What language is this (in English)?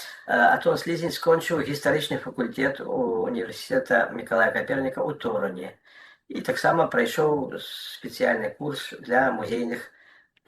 Belarusian